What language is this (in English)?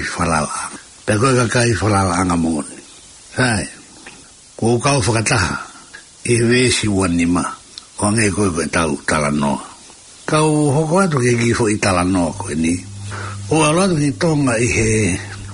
Tongan